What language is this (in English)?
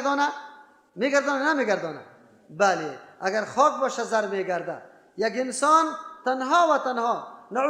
Persian